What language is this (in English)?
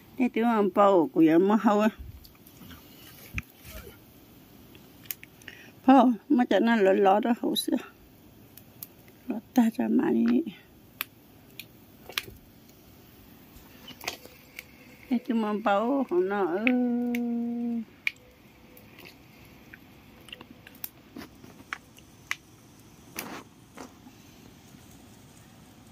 Vietnamese